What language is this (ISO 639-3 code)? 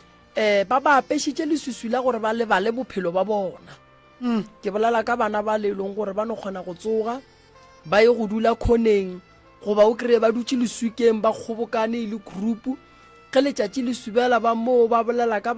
nso